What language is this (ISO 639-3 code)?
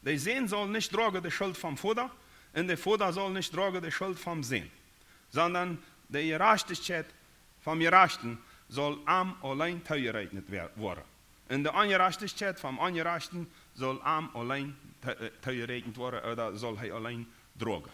pdt